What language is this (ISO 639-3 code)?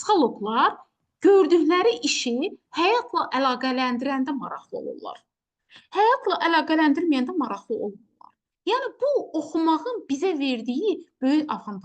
aze